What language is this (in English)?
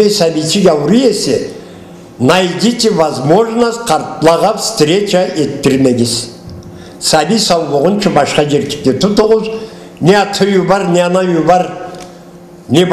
Karachay-Balkar